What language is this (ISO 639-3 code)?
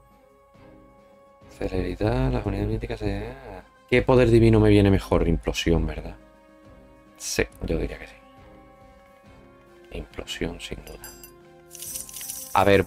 spa